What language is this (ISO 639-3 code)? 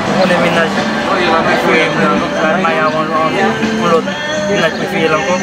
hat